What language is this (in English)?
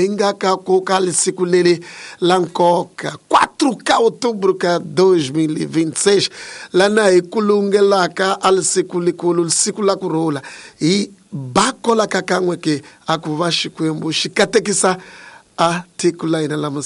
Tsonga